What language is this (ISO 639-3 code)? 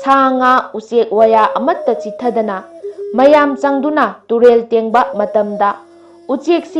mni